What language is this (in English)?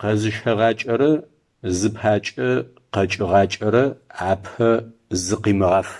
Adyghe